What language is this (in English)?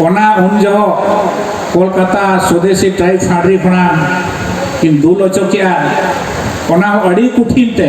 Santali